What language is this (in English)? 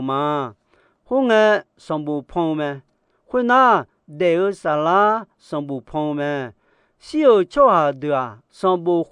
Akha